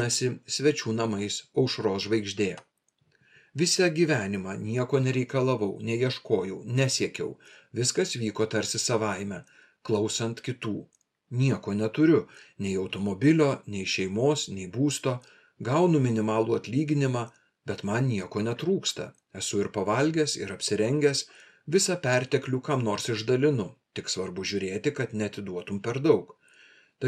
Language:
Lithuanian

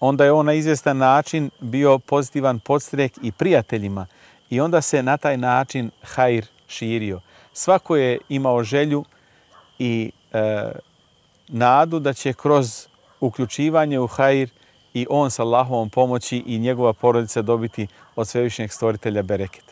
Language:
Bosnian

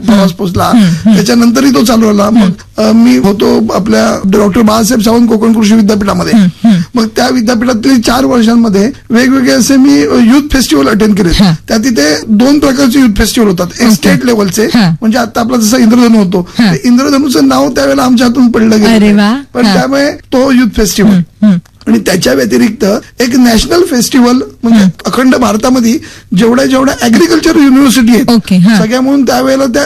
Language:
Marathi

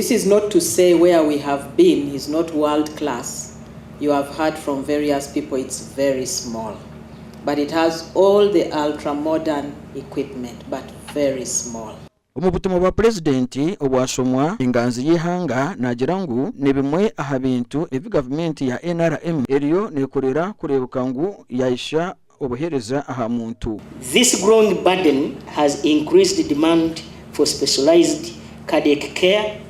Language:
Nyankole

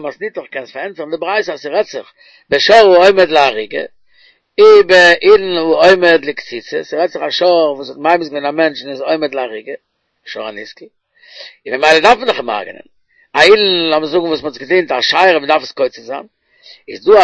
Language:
Yiddish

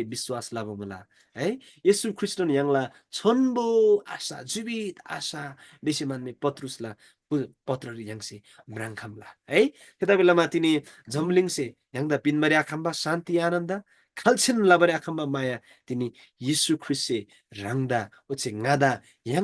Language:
Eastern Tamang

